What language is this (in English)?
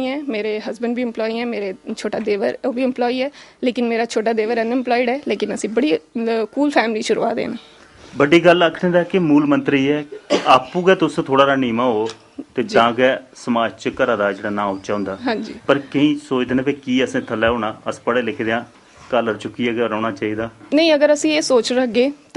Dogri